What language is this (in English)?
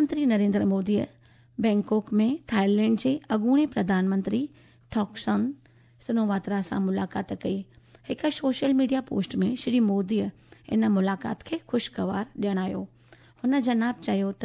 Sindhi